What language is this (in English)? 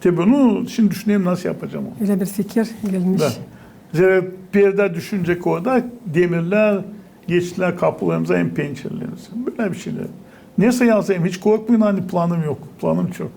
Gagauz